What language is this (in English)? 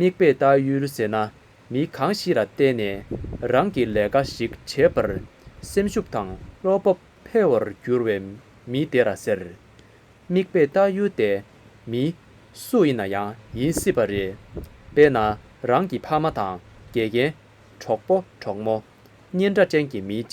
Tibetan